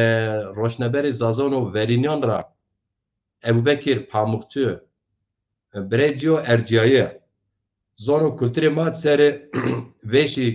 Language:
Zaza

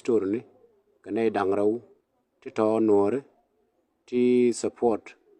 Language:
Nuer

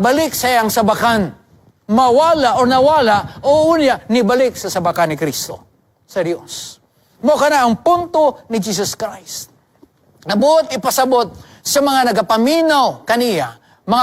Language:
Cebuano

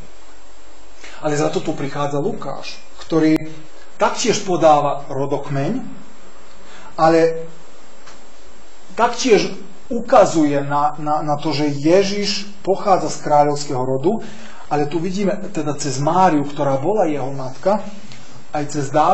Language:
Slovak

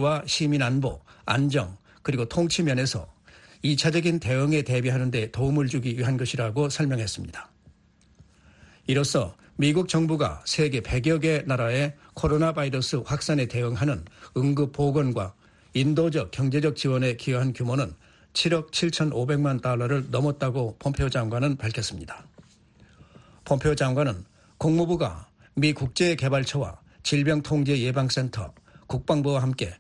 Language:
Korean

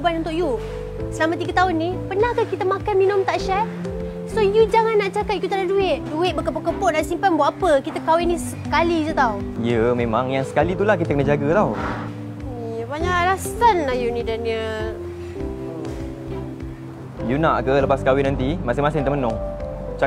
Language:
Malay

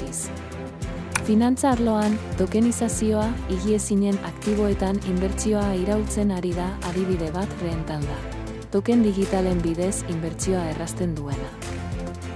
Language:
Basque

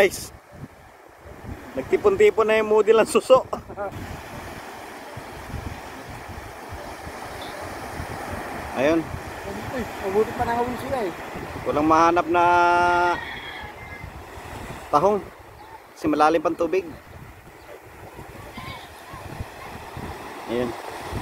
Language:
Filipino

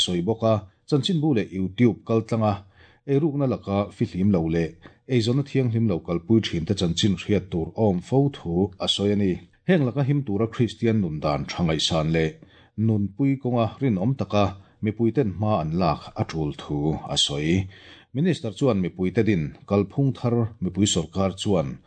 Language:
Mizo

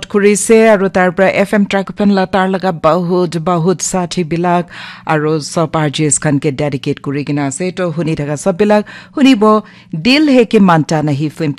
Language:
Naga Pidgin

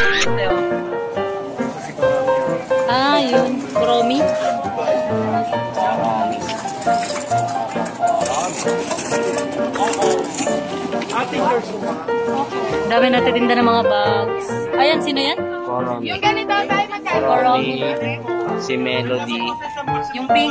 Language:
Filipino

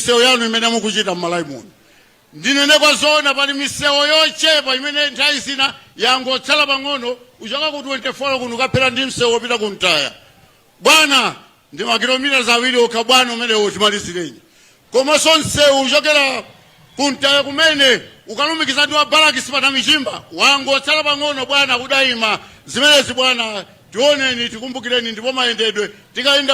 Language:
Nyanja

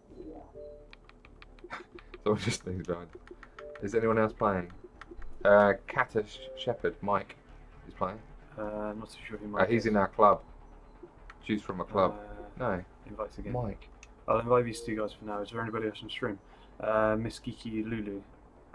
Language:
English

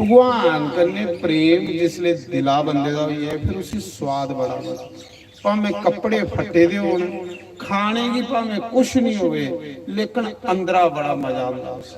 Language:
Dogri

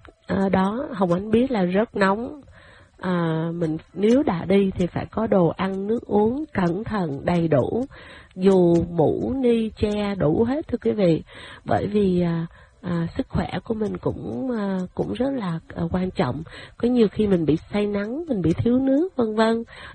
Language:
Vietnamese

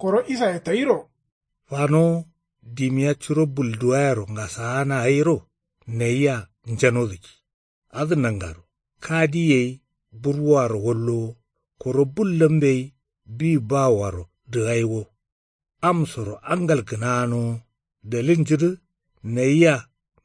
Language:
Kanuri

